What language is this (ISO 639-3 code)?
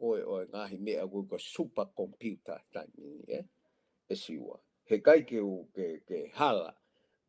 ton